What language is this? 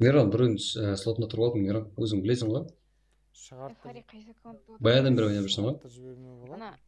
Kara-Kalpak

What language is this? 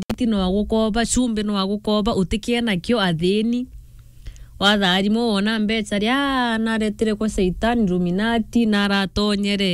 Meru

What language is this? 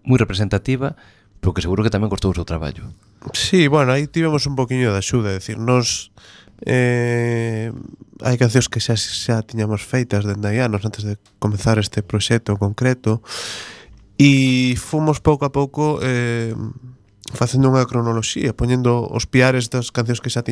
Galician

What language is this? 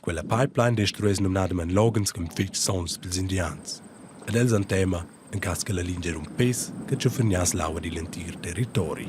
Romansh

